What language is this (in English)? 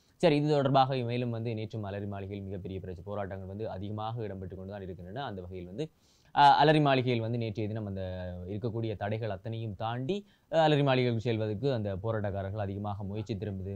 Tamil